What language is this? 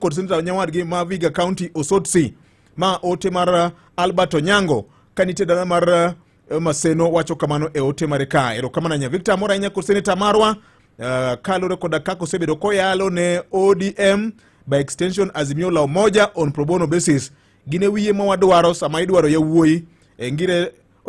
Luo (Kenya and Tanzania)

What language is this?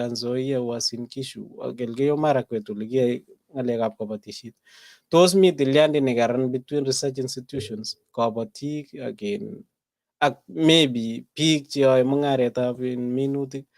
Kalenjin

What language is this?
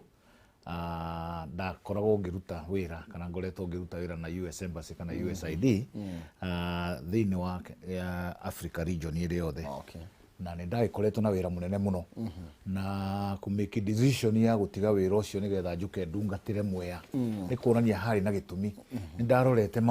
Kikuyu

